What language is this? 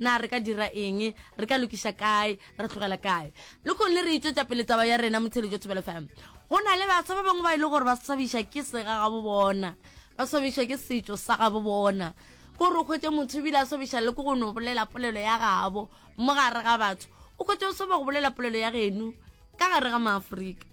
Northern Sotho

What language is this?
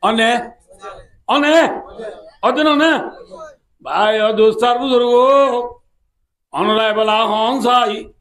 Rohingya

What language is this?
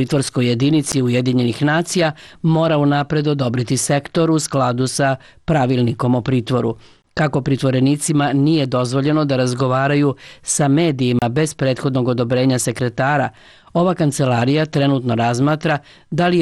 Serbian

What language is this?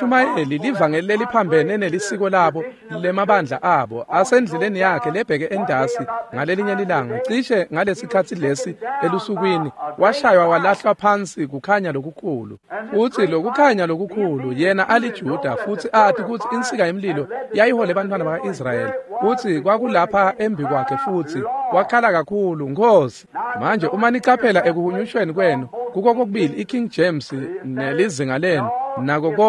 Swati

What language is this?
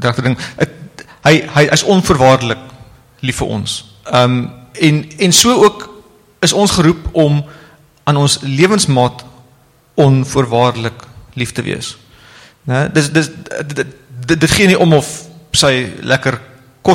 Afrikaans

